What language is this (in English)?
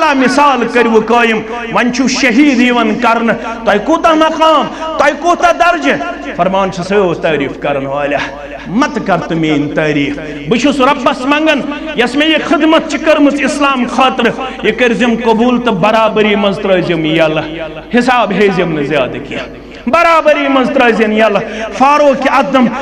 Kashmiri